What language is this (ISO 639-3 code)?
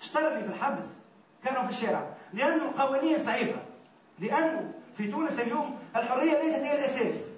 aeb